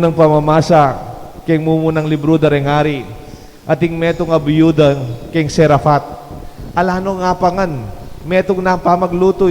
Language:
Pampanga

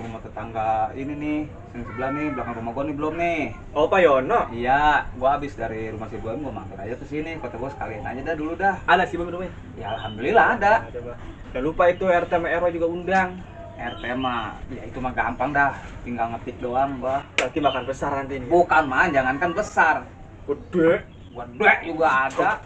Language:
Betawi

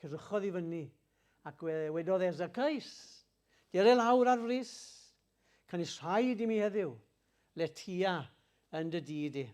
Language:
Welsh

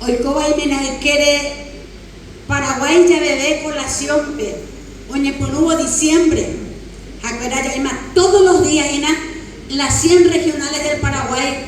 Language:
Guarani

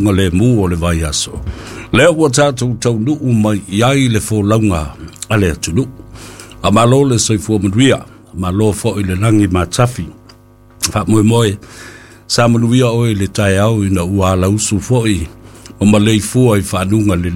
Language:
Samoan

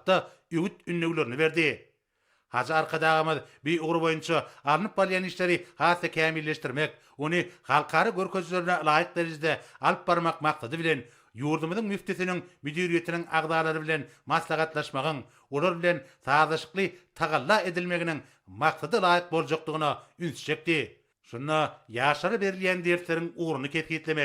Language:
Turkmen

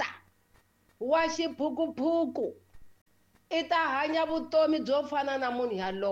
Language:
Tsonga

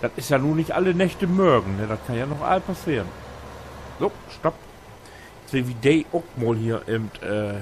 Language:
Low German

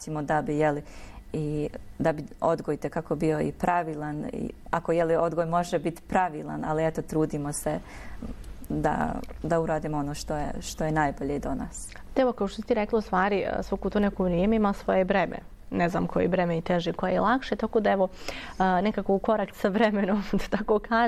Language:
Bosnian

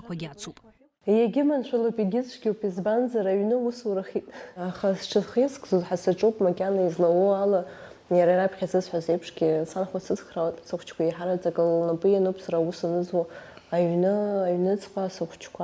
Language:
Abkhazian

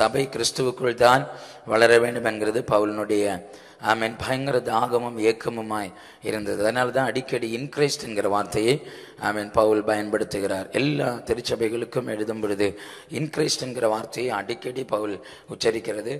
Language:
Tamil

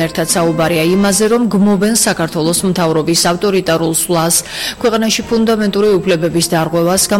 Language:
Georgian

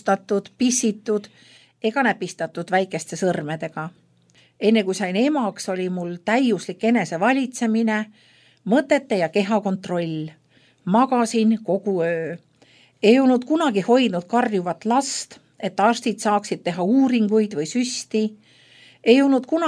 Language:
Estonian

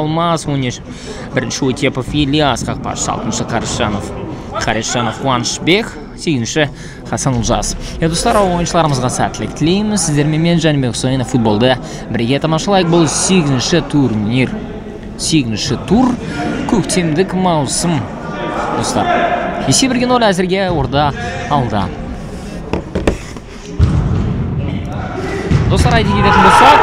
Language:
Kazakh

